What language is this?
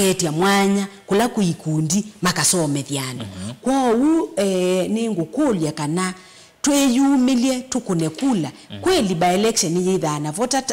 Kamba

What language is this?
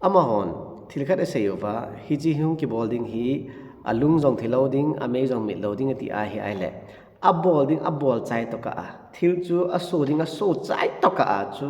Thado Chin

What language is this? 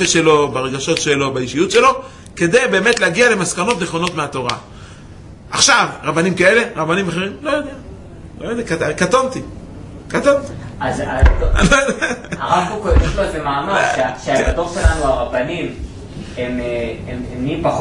Hebrew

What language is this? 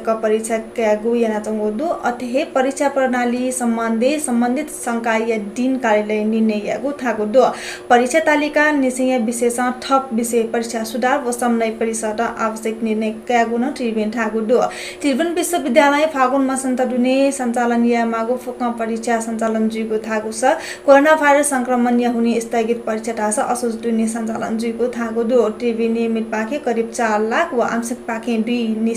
Newari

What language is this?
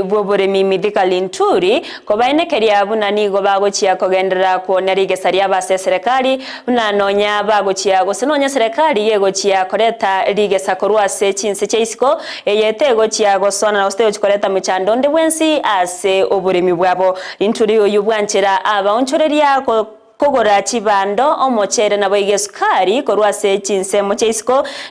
Gusii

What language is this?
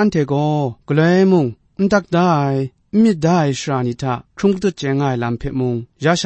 Kachin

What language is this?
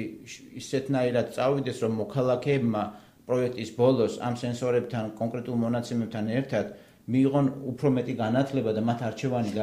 Georgian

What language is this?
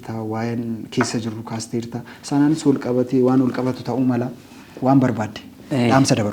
Oromo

